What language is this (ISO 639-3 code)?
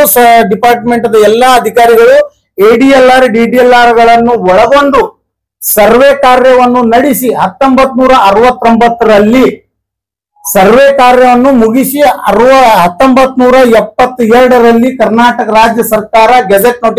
kan